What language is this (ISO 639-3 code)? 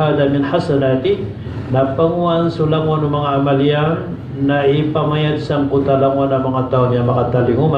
mrw